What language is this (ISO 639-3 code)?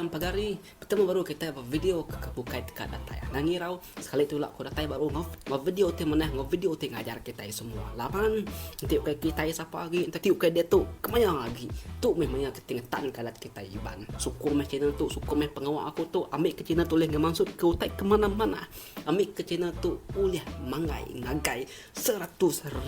iba